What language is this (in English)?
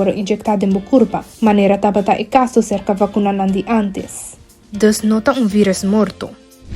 Papiamento